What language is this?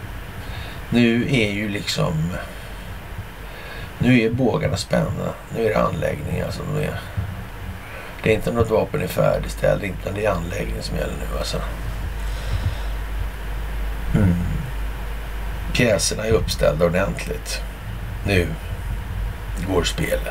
Swedish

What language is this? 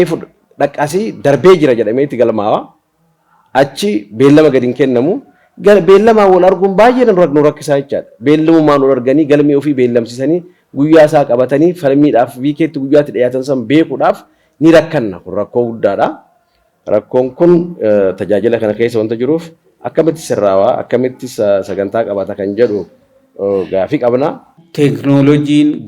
Oromo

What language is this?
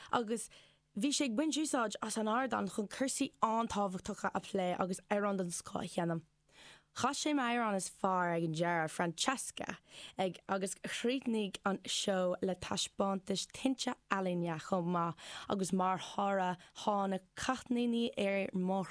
Irish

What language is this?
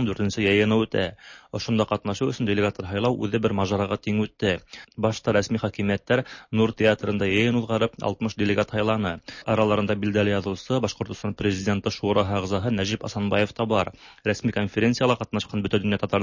Tatar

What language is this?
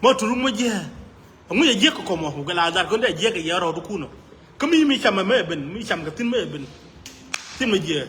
Nuer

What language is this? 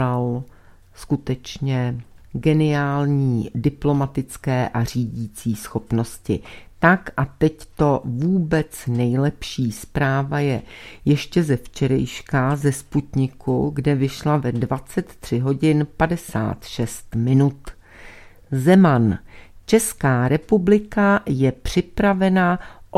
Czech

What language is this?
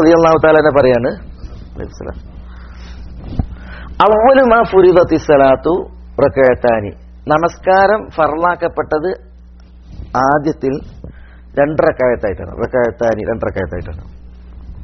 Malayalam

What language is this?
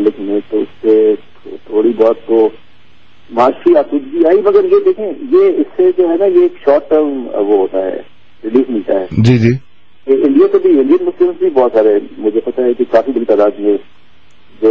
Urdu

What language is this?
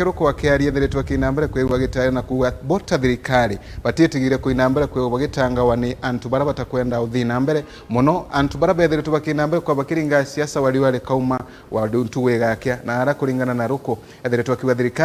Meru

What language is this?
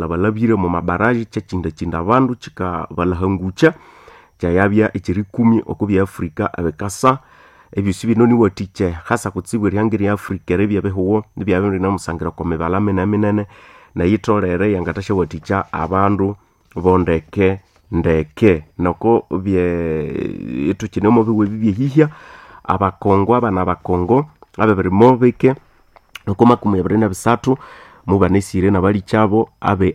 Nande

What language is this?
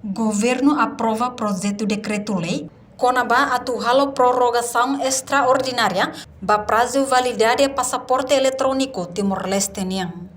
Tetum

